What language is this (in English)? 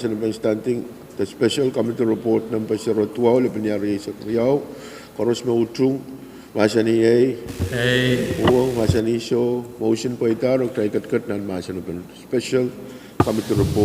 Pohnpeian